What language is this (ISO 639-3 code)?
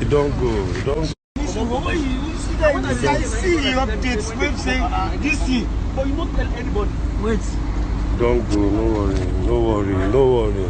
pcm